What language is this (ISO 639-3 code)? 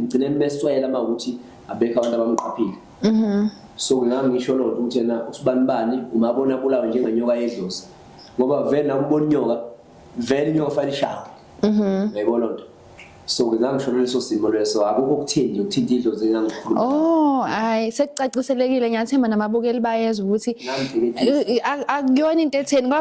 zul